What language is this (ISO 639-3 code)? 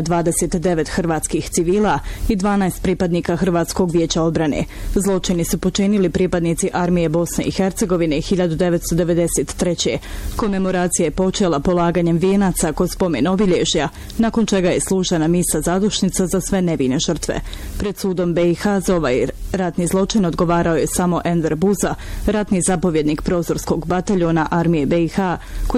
bos